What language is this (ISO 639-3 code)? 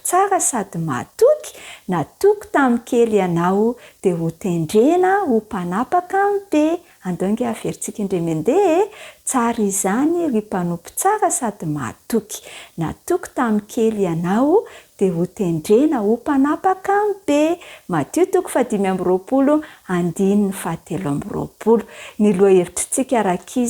mlg